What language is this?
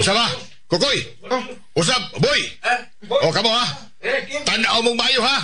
Cebuano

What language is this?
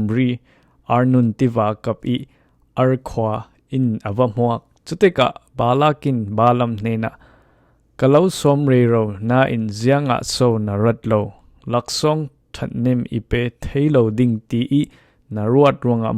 Falam Chin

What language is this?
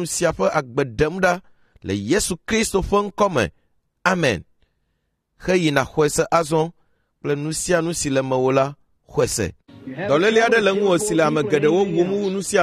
Ewe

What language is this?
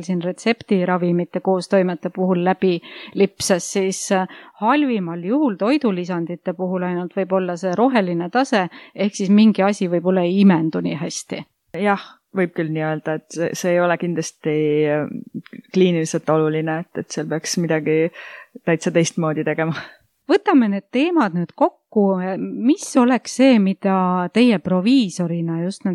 Estonian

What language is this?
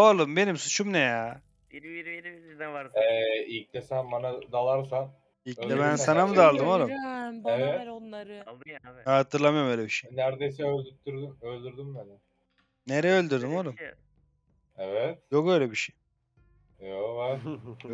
Turkish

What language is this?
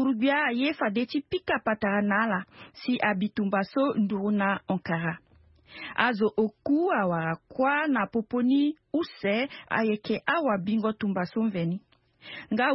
Sango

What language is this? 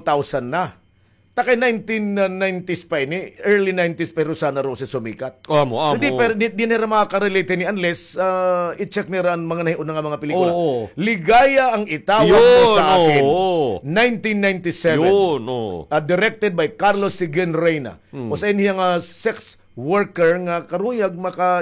Waray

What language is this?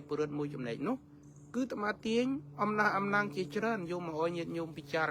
Khmer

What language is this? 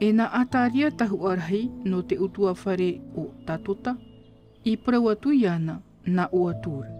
Tahitian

